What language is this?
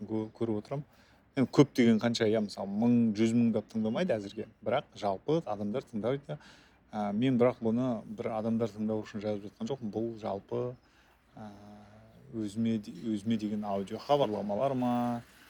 Kazakh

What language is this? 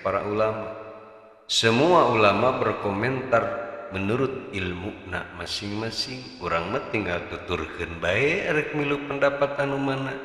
Sundanese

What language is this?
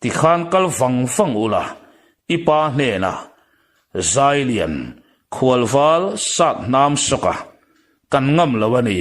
Mizo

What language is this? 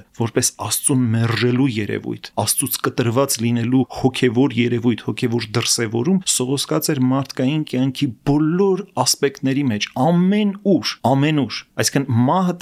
Armenian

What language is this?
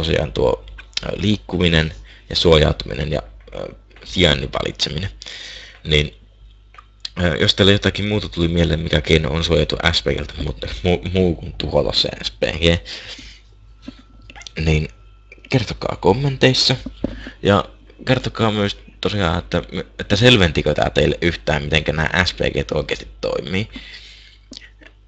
Finnish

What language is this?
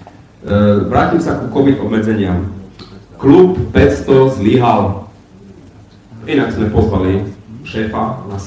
Slovak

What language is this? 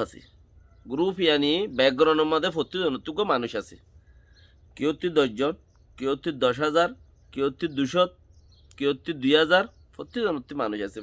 Rohingya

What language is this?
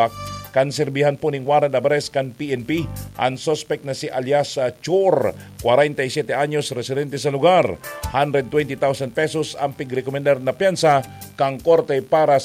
Bikol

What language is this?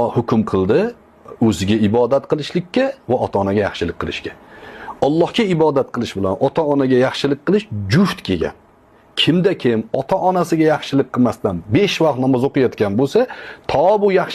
Uzbek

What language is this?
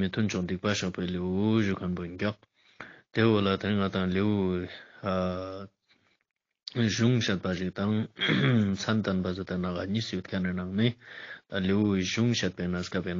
Ladakhi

